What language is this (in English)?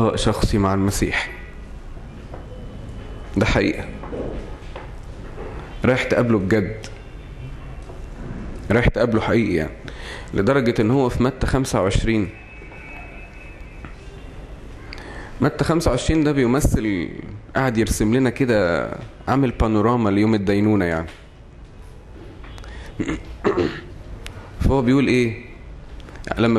Egyptian Arabic